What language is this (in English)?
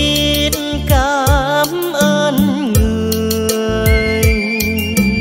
Vietnamese